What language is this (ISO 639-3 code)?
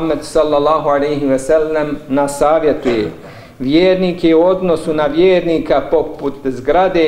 bos